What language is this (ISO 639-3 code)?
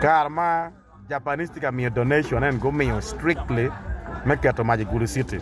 ach